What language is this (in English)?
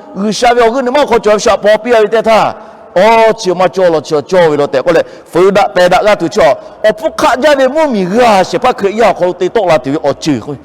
Lahu